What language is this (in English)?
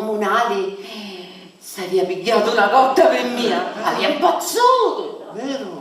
Sicilian